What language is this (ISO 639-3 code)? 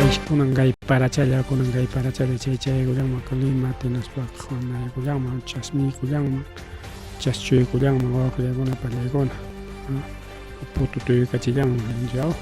quy